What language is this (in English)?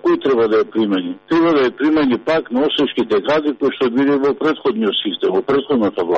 Macedonian